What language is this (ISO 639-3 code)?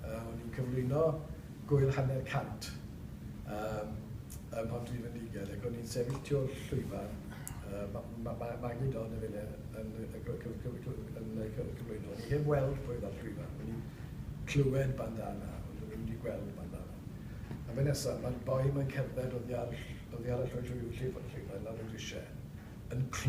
cym